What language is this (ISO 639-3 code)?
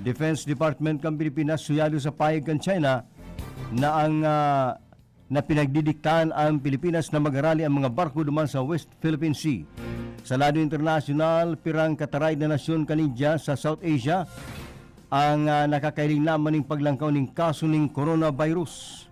bik